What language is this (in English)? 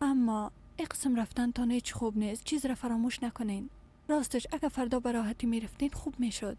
Persian